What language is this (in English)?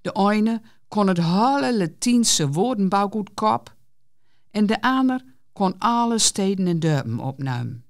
Gronings